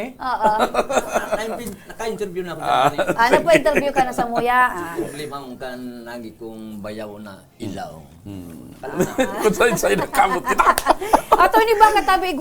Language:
Bikol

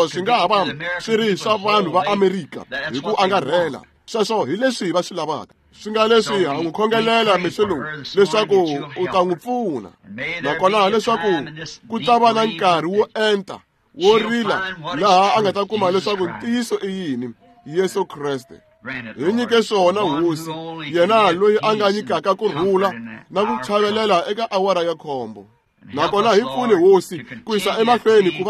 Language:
Tsonga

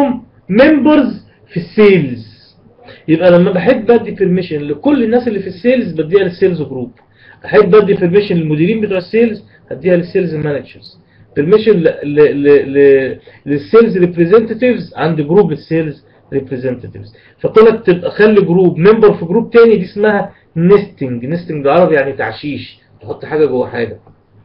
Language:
Egyptian Arabic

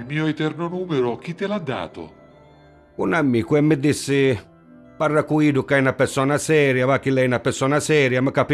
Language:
Neapolitan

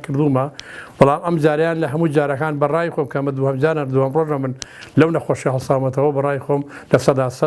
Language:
Central Kurdish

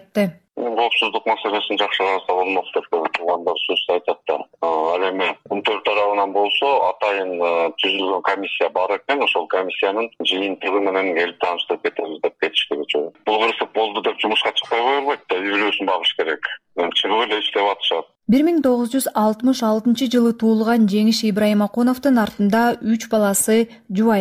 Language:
Kyrgyz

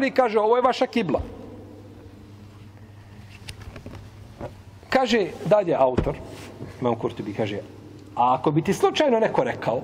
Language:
Bosnian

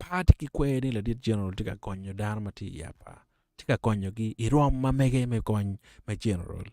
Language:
Acoli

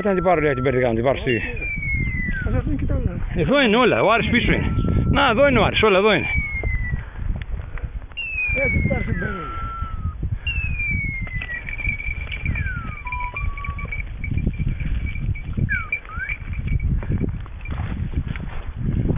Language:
Greek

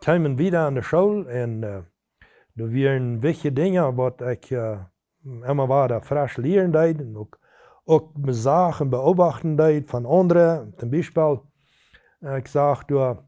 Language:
Plautdietsch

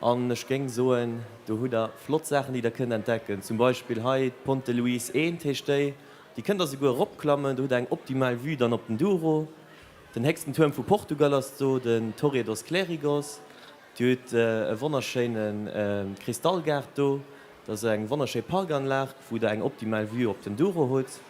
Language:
Luxembourgish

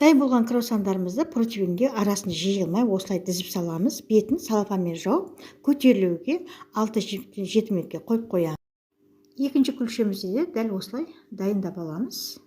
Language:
Kazakh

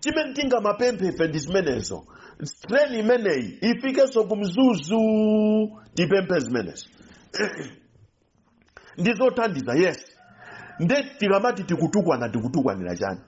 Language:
Nyanja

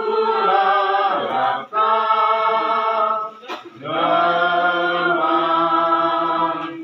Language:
Batak Karo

